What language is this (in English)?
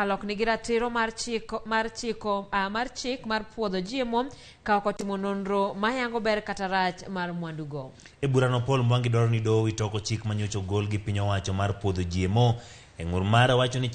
Luo (Kenya and Tanzania)